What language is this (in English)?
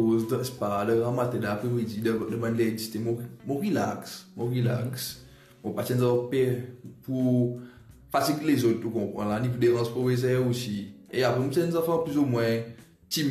Morisyen